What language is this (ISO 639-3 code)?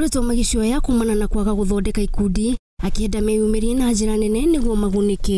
kik